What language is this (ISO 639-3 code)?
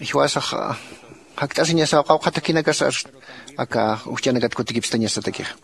aym